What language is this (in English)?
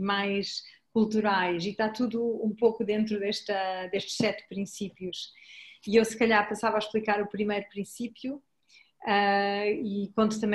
Portuguese